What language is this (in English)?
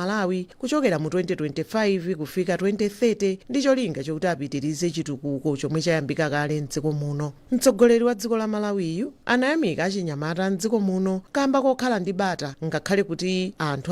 Nyanja